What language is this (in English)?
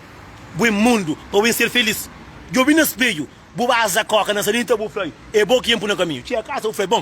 Kabuverdianu